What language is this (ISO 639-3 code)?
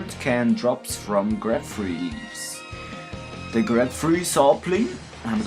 gsw